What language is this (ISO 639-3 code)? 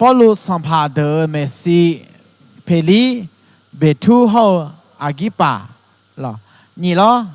ahk